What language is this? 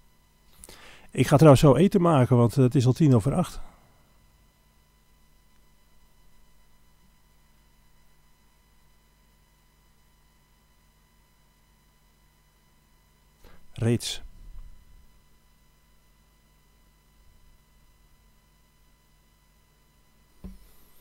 Dutch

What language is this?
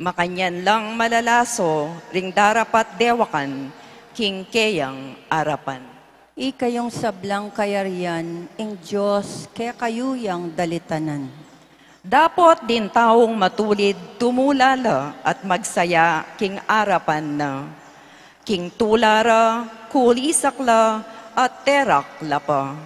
Pampanga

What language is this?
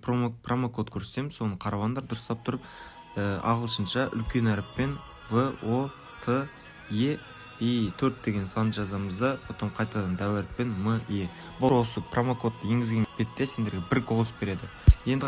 Kara-Kalpak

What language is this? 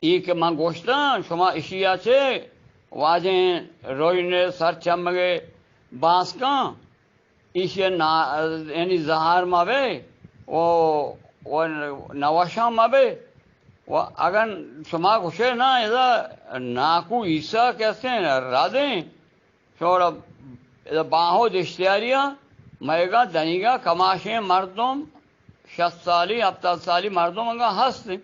Eastern Balochi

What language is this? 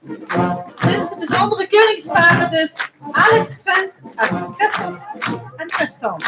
Limburgish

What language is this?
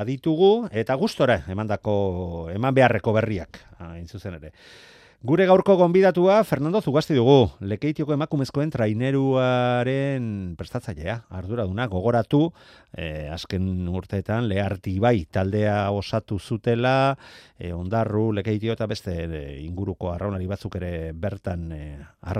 Basque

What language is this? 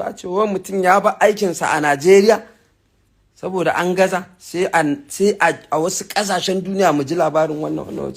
Hausa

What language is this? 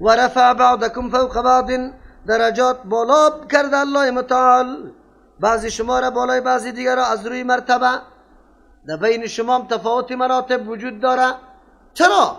Persian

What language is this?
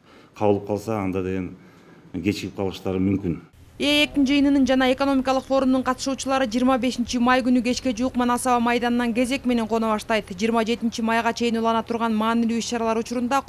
Kyrgyz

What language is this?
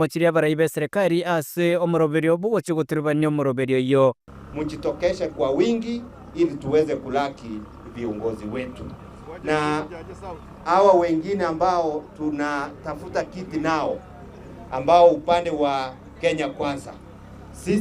Gusii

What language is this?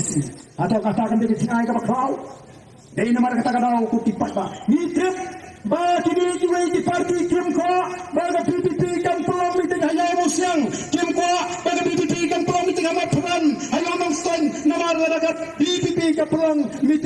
Khasi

